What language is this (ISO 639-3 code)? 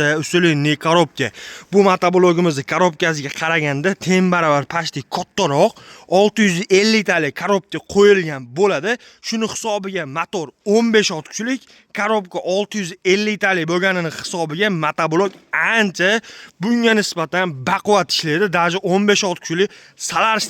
uzb